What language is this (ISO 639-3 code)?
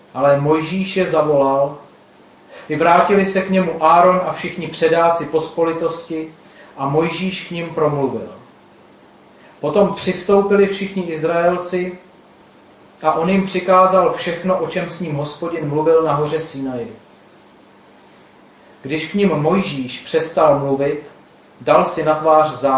ces